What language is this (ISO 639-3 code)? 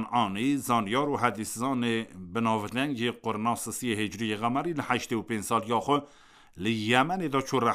kur